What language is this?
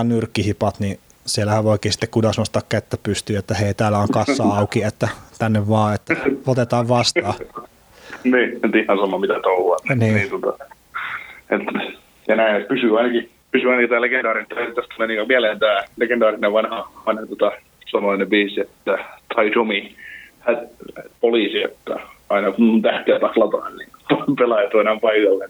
Finnish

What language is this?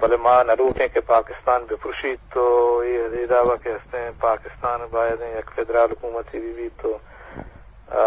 Eastern Balochi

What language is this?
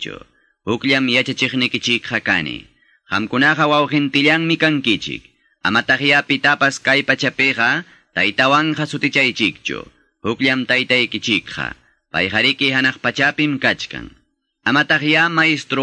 Quechua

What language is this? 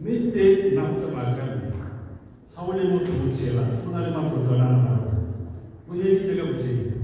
Tswana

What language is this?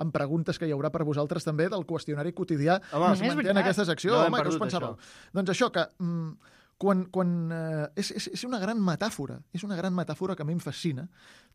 Catalan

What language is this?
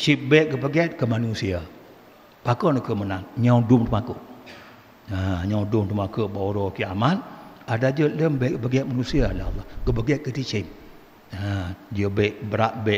Achinese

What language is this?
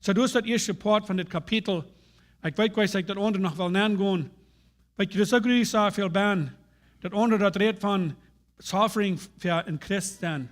Plautdietsch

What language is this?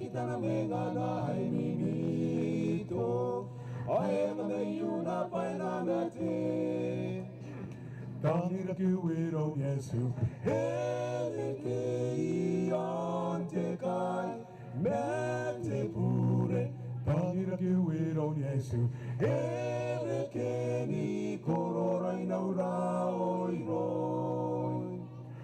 Gilbertese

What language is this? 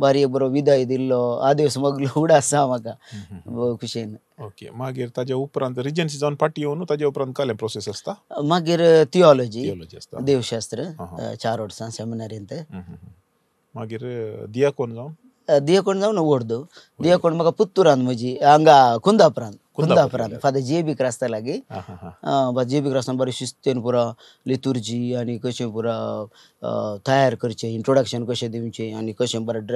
Konkani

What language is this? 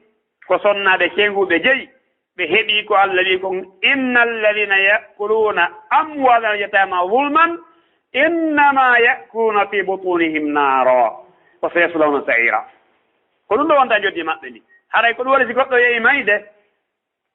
Fula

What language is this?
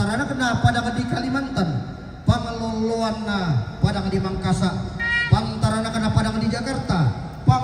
Toraja-Sa'dan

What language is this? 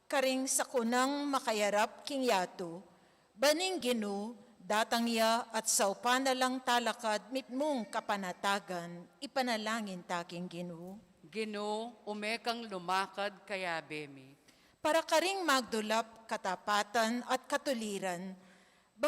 Pampanga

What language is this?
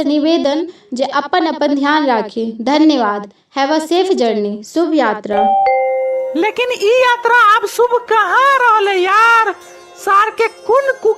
Maithili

